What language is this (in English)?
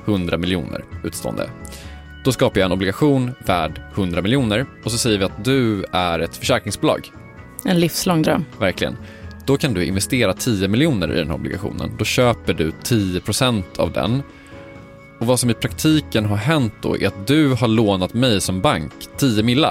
Swedish